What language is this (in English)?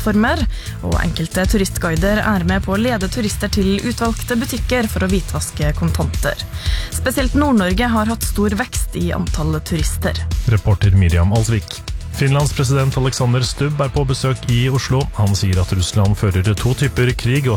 Norwegian